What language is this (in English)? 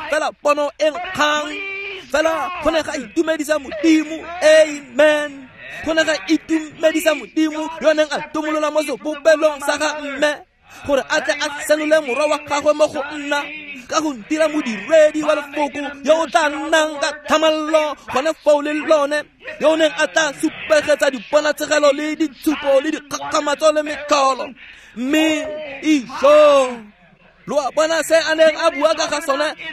Tswana